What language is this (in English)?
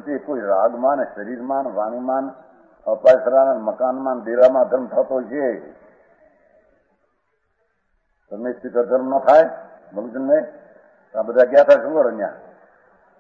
Gujarati